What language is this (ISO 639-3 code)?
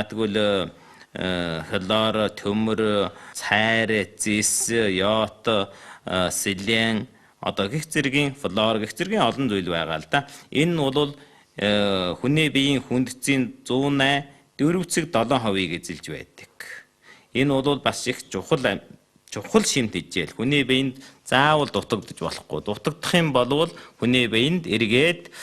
mon